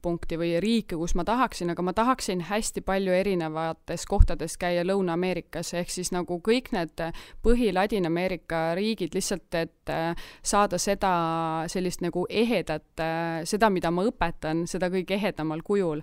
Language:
Estonian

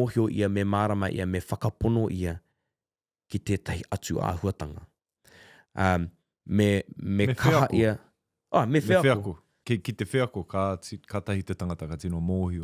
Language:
Māori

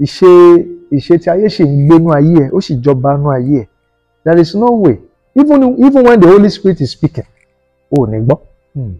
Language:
Yoruba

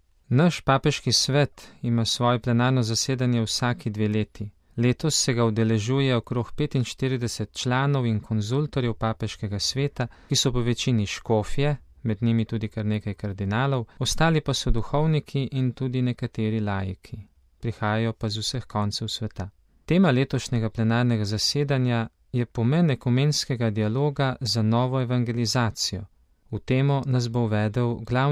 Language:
Slovenian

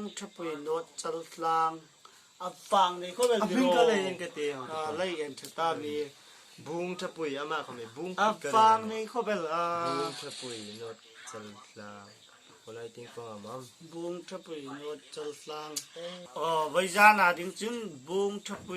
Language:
Hmar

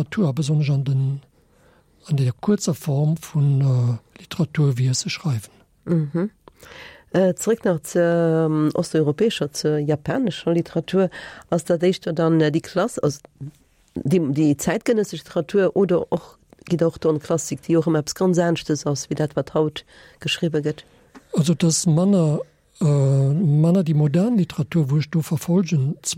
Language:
Luxembourgish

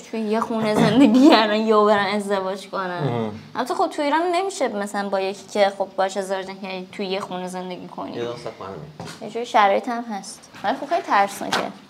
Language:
Persian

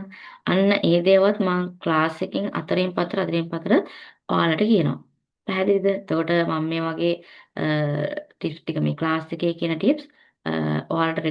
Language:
Sinhala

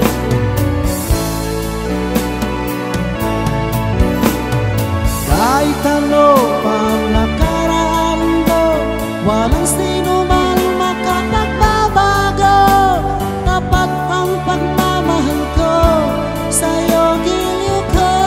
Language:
Filipino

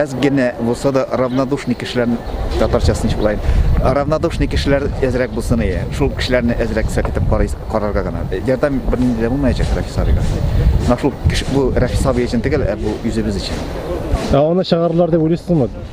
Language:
Tatar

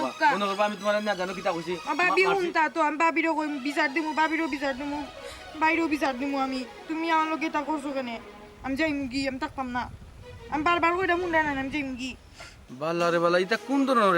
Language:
Sylheti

